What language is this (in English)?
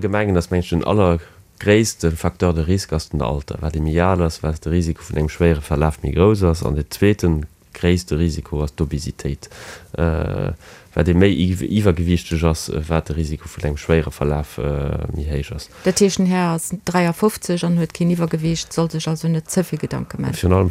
Luxembourgish